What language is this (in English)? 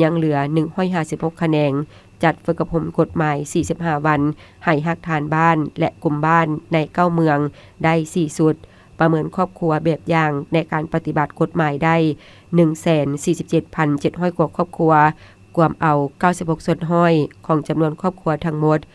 Lao